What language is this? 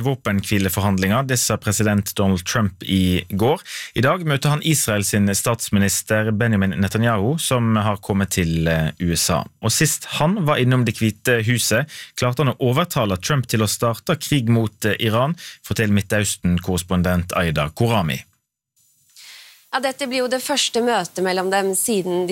Norwegian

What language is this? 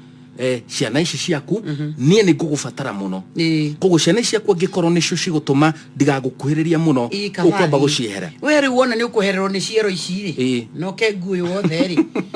Kikuyu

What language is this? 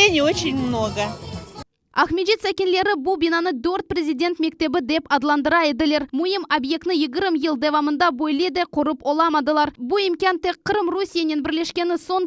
Crimean Tatar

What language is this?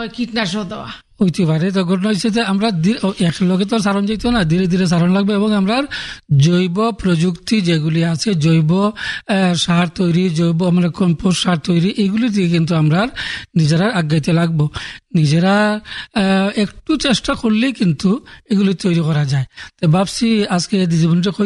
Bangla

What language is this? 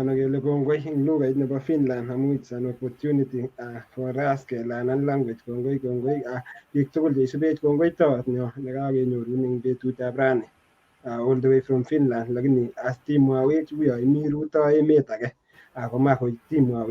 Kalenjin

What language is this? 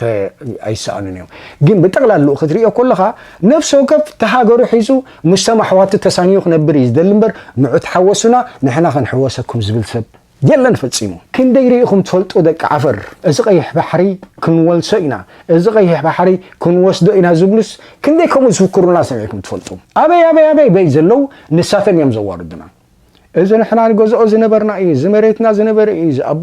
Tigrinya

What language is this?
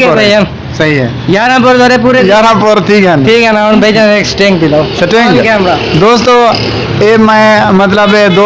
Saraiki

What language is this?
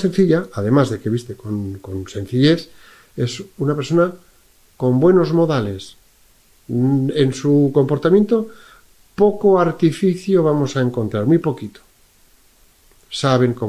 Spanish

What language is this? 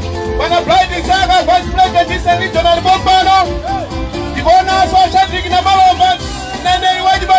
Nyanja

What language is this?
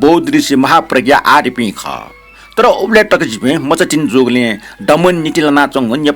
Newari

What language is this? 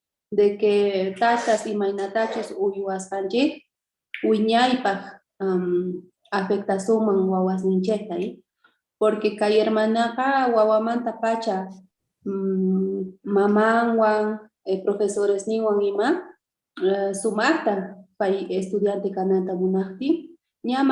South Bolivian Quechua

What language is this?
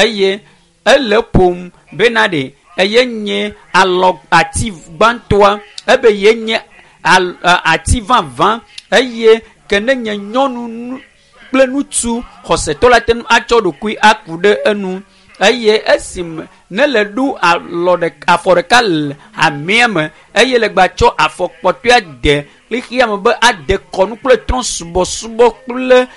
Ewe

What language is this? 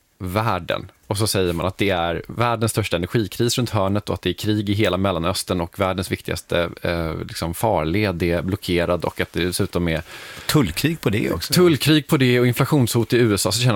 Swedish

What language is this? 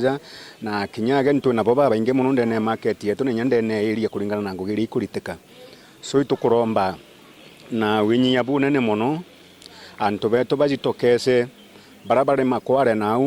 Meru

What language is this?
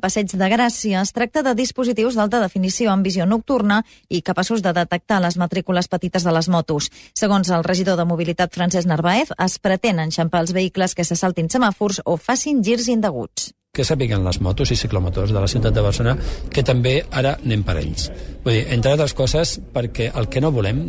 Catalan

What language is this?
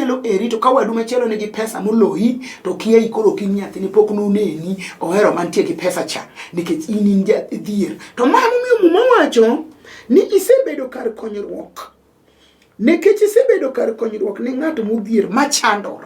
Luo (Kenya and Tanzania)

